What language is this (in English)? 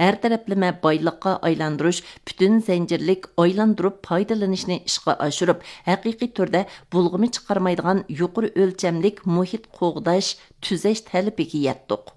Uyghur